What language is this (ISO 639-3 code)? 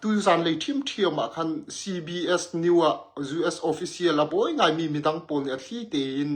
cnh